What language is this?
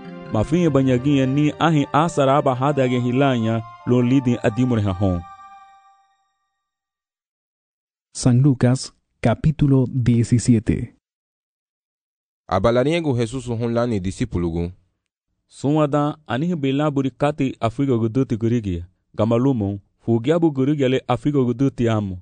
Garifuna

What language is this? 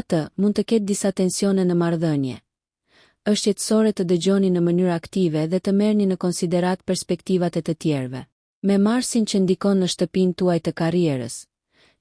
Albanian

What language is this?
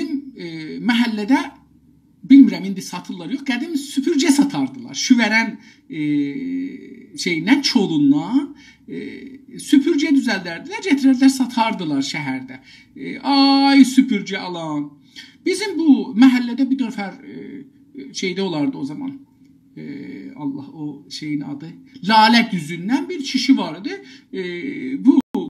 South Azerbaijani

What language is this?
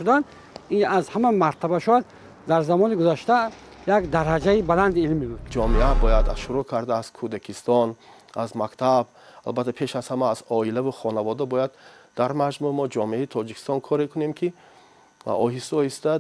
Tajik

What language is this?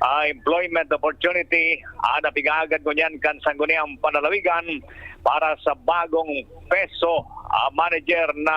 Bikol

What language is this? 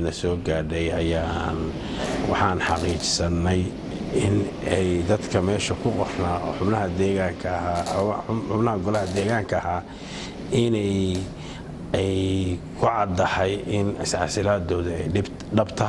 Somali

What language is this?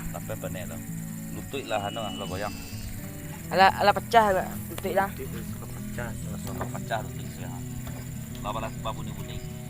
Minangkabau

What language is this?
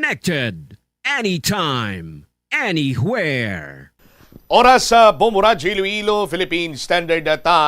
Hiligaynon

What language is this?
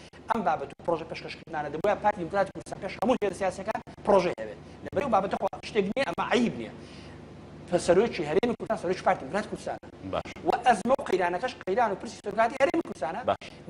Central Kurdish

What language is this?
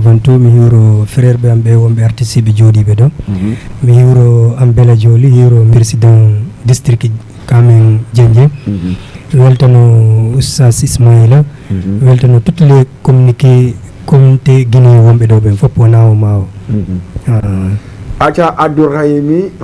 Fula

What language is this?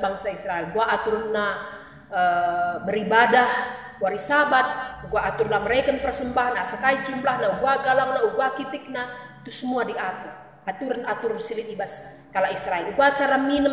Batak Karo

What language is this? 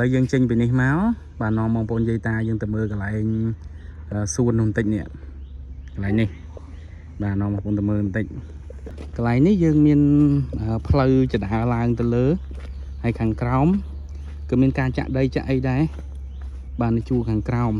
Khmer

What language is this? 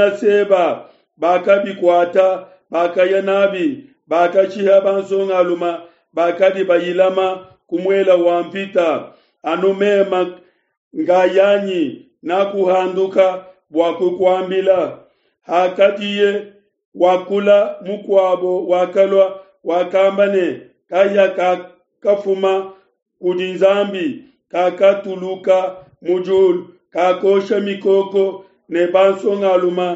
Luba-Lulua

